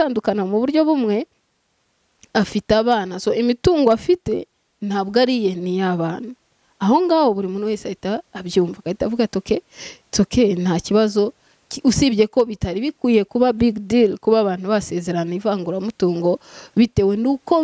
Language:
Kinyarwanda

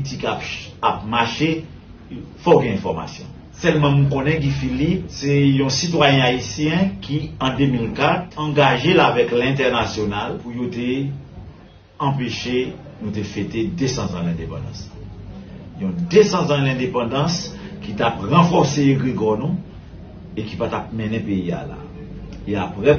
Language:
Haitian Creole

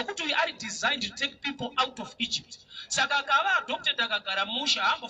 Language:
Shona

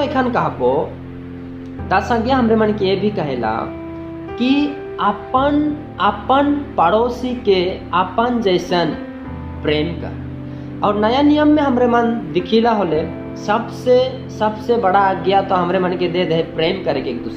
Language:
Sadri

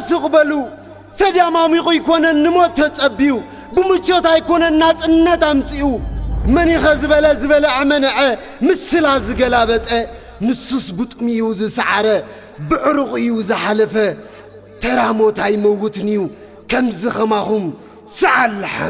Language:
Tigrinya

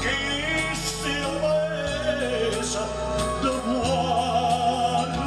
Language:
Neapolitan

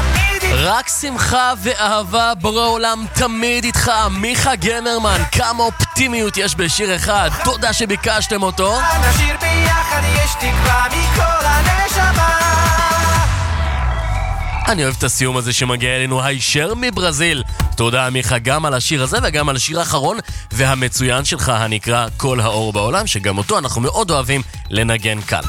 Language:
Hebrew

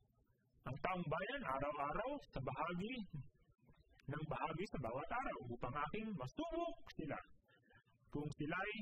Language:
Filipino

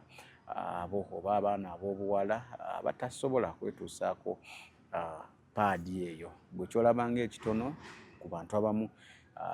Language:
Ganda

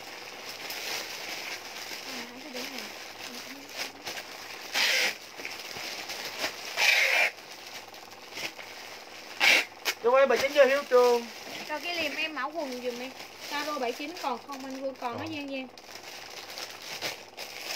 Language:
Vietnamese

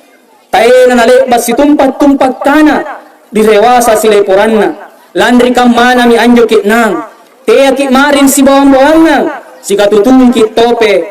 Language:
Makasar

